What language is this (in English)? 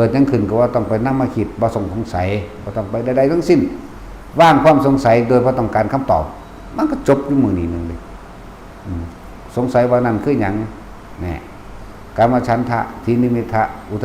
Northeastern Thai